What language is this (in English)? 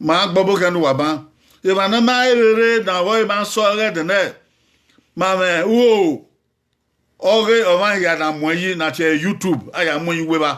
Bini